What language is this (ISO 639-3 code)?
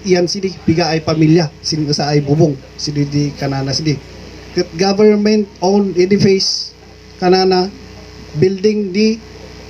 kne